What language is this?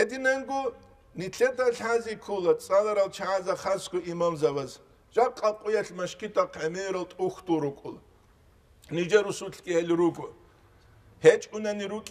Avaric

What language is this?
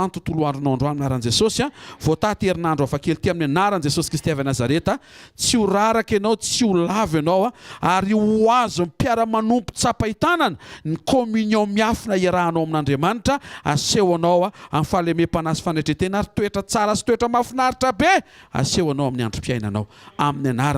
Malagasy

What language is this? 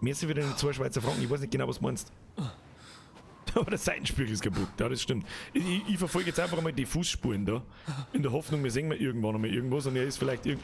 Bavarian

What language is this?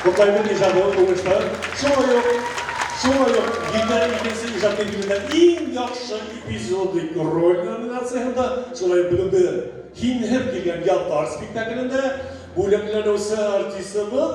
Bashkir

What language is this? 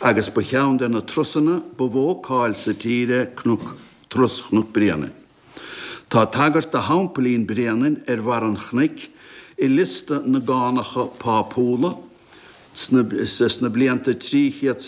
Irish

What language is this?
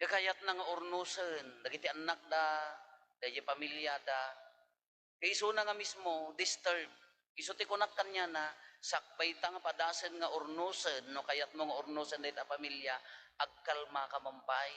Iloko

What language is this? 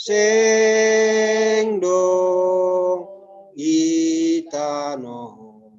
Batak Simalungun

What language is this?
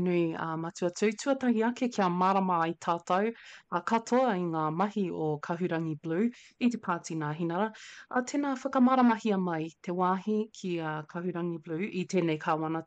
Māori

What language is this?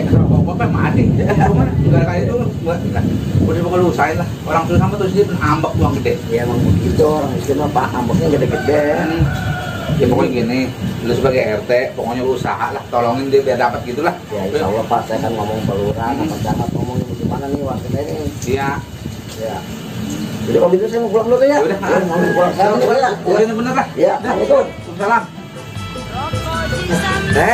Betawi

